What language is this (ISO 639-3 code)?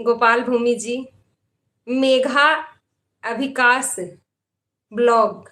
mag